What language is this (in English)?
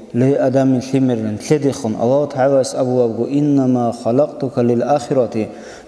Avaric